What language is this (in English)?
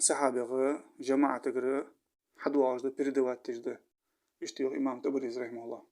Ingush